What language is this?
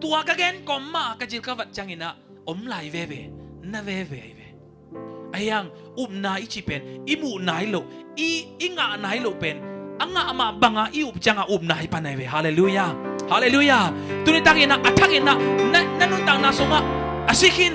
Tedim Chin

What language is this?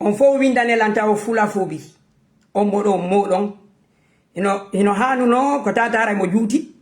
Fula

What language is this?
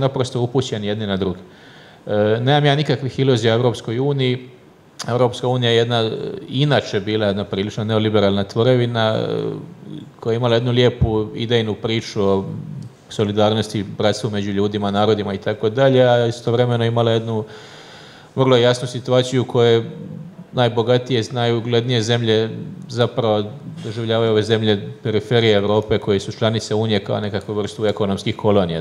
Croatian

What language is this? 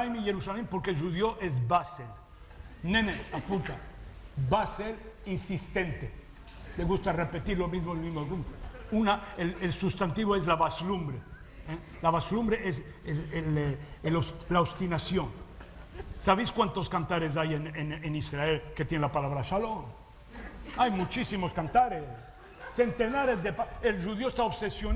Ladino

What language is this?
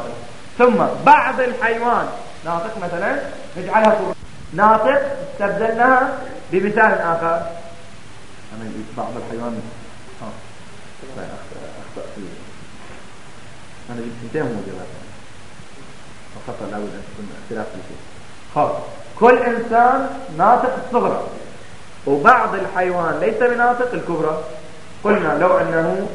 Arabic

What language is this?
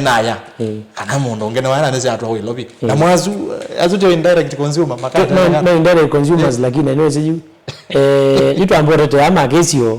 Kamba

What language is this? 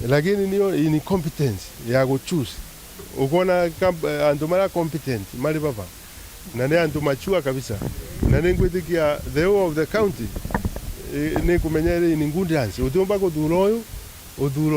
Meru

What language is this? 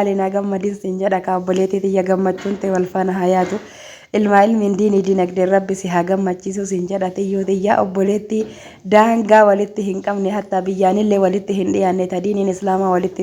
Oromo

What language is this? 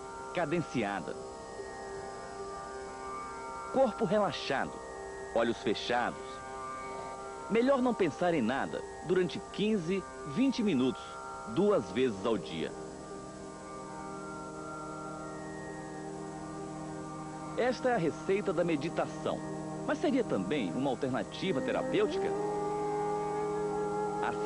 Portuguese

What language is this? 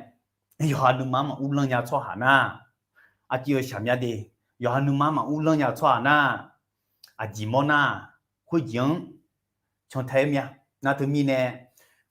Akha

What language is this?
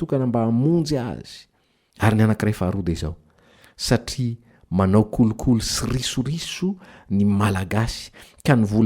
Malagasy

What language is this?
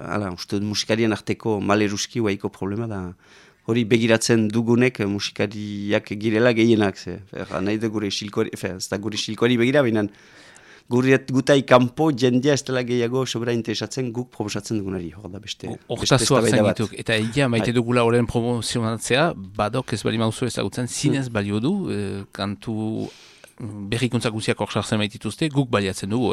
Basque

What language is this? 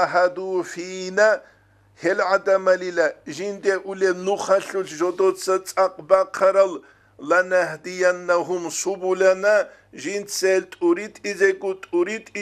Avaric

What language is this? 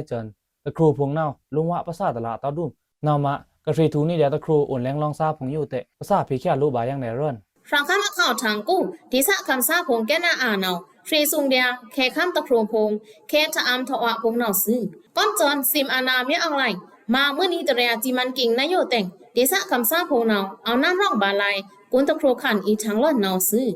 Pa'o Karen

